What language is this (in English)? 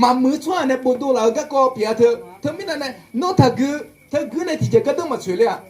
Akha